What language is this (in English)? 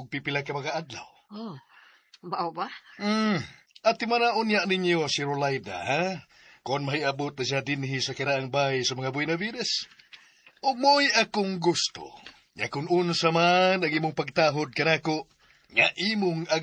Cebuano